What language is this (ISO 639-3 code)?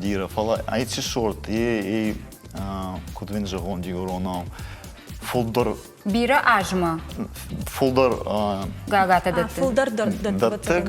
oss